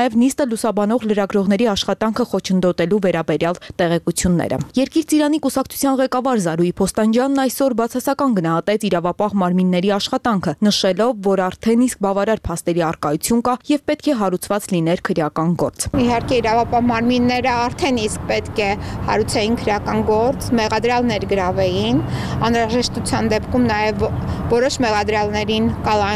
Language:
Armenian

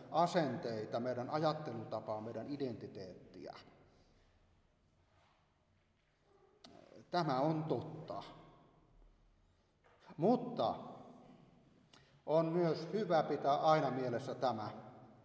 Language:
Finnish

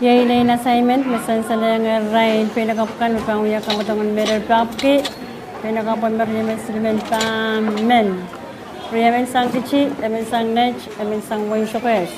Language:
Pohnpeian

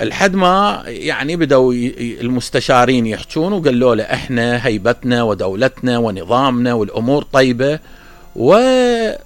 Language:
Mesopotamian Arabic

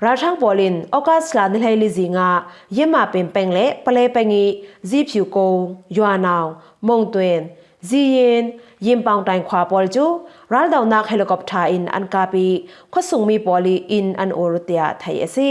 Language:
Falam Chin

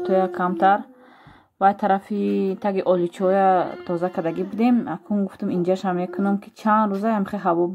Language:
Tajik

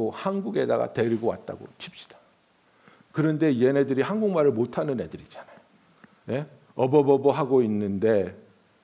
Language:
Korean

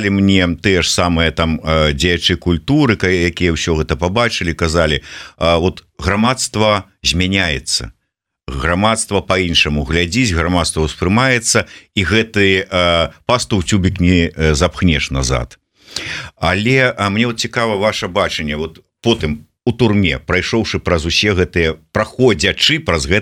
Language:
Belarusian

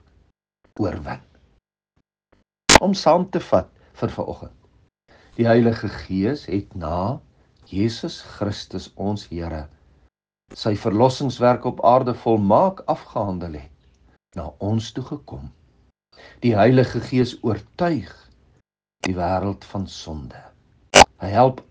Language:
Afrikaans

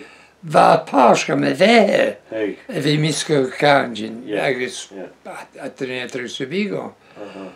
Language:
Breton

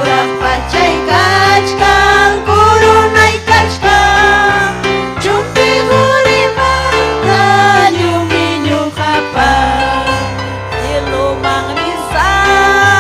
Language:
Ayacucho Quechua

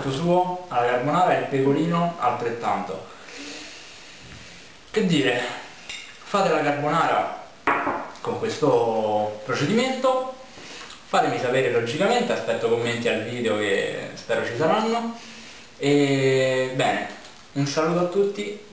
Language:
Italian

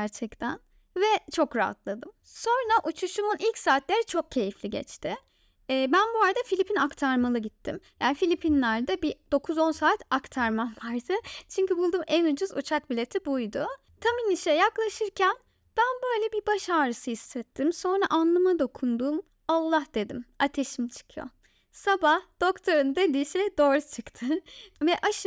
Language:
Turkish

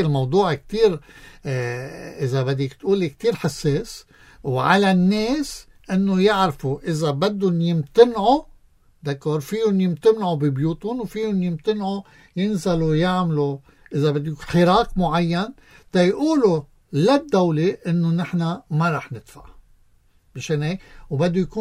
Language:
North Levantine Arabic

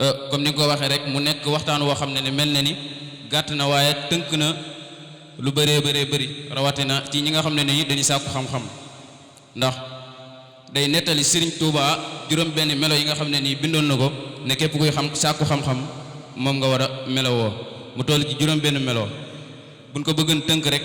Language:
Wolof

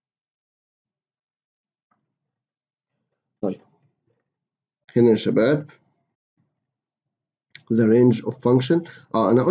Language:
Egyptian Arabic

